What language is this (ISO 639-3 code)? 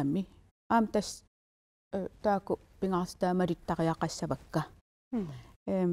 kal